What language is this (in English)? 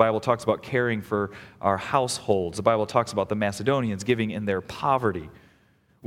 English